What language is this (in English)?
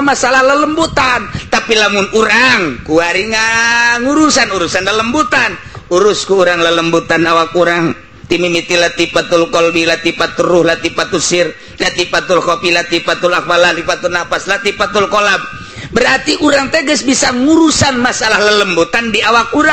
Sundanese